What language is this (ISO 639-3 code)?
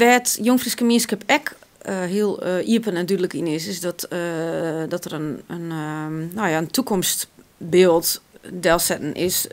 fry